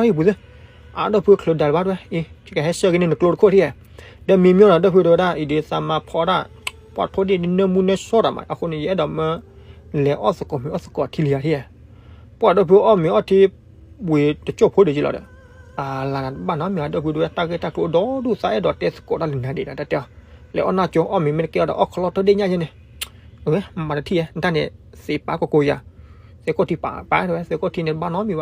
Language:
S'gaw Karen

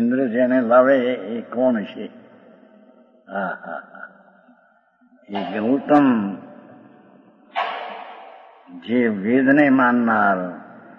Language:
Gujarati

